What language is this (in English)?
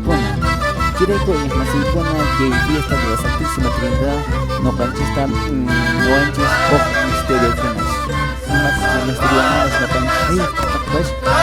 Quechua